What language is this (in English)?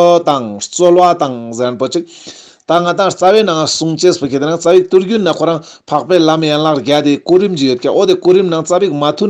Ladakhi